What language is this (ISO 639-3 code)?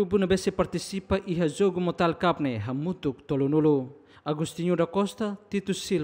tet